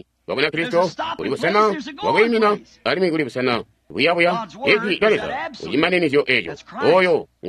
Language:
Tonga (Zambia)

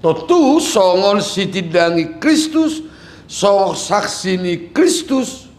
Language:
Batak Toba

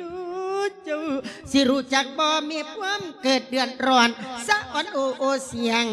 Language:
Lao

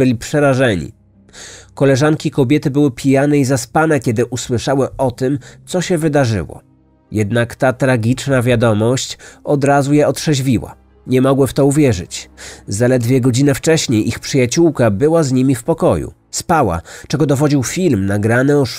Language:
Polish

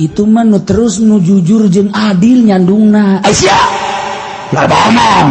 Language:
Sundanese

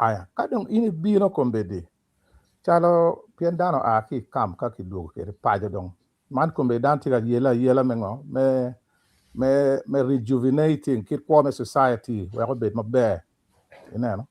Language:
Acoli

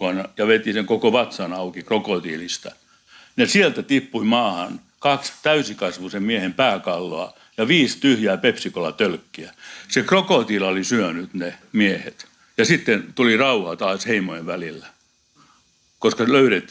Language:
Finnish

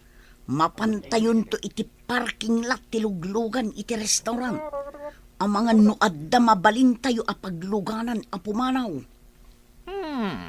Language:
Iloko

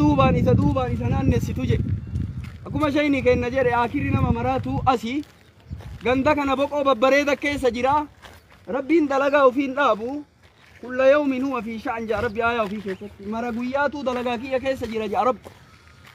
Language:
Oromo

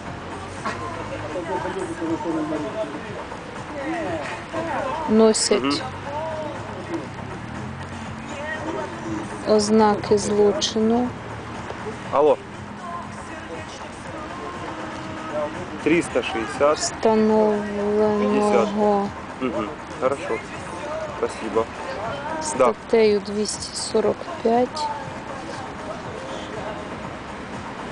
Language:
Ukrainian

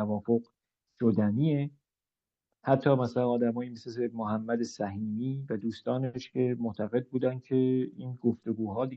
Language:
Persian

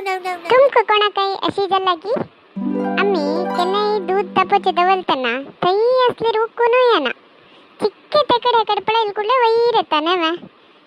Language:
Konkani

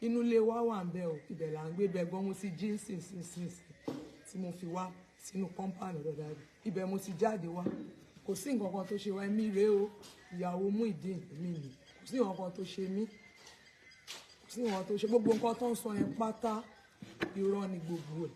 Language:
Yoruba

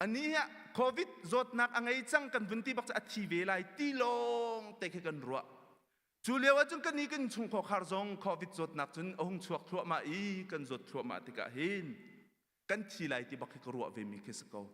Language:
Hakha Chin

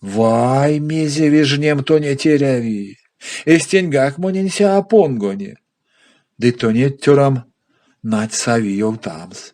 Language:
Erzya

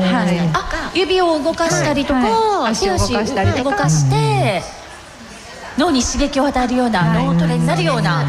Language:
Japanese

